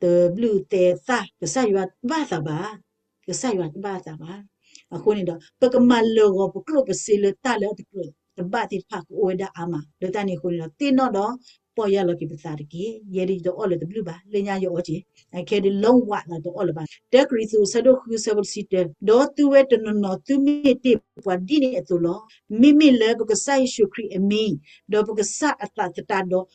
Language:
S'gaw Karen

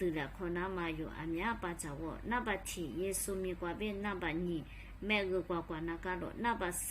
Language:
Lisu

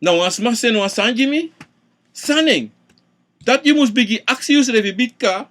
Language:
Sranan Tongo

